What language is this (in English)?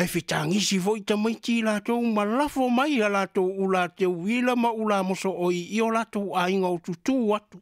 Samoan